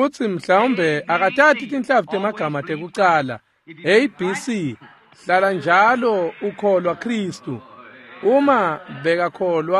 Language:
Swati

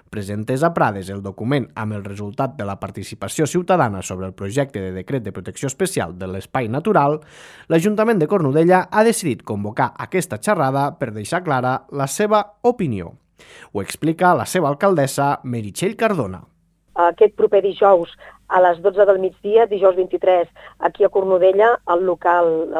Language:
Catalan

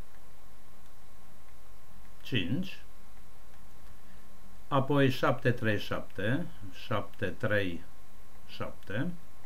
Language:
Romanian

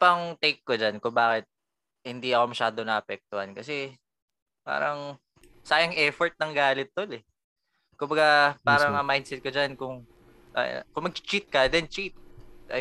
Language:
Filipino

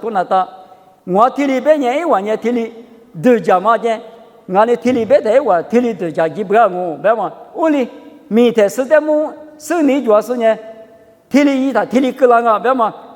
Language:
Lisu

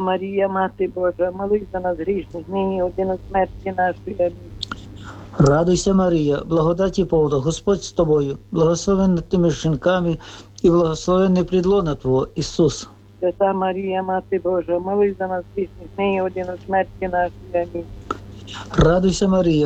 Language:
Ukrainian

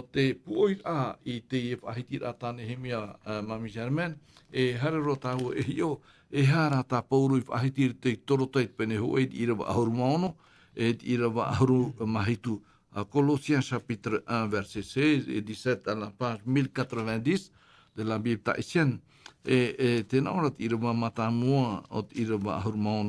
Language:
Tahitian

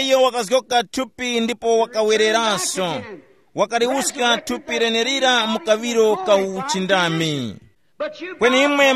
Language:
Tumbuka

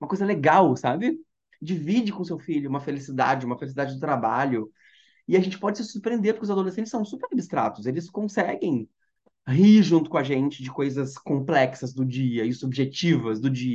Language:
Portuguese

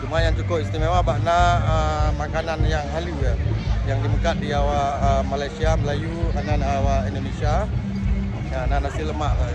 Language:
Achinese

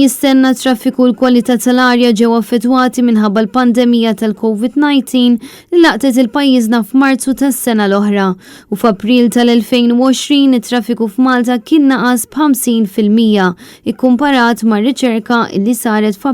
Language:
Maltese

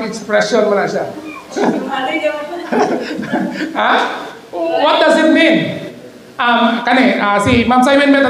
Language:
Cebuano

